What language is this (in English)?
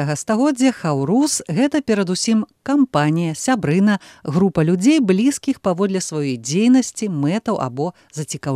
Belarusian